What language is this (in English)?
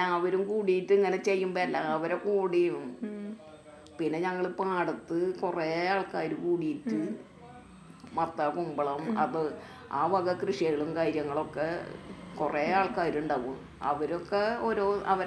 Malayalam